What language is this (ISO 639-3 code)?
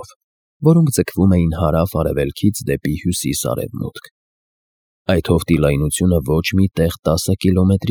hye